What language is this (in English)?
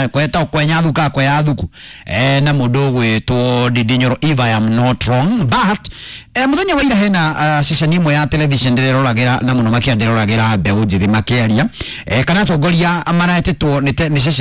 Kikuyu